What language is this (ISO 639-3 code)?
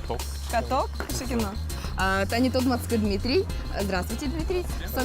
udm